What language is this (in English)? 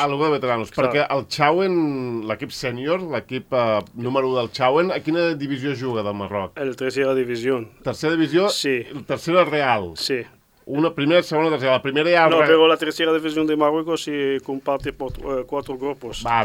Catalan